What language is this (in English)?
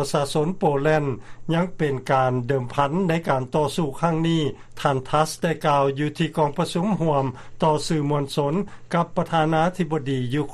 Lao